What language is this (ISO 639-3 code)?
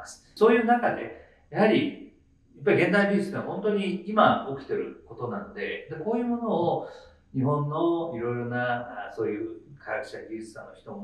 jpn